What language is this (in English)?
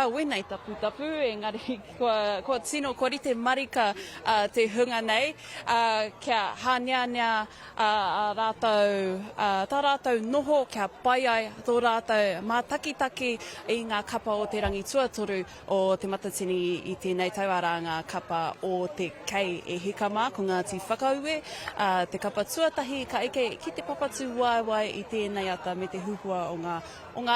Māori